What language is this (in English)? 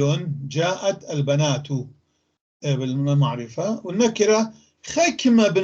North Levantine Arabic